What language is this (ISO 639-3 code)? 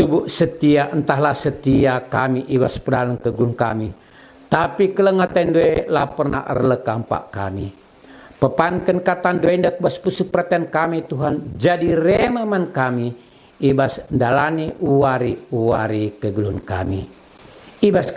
btx